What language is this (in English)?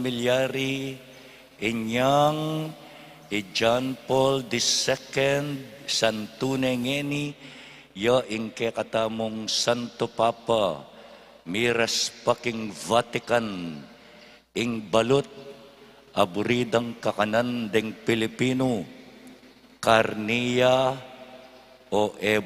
Pampanga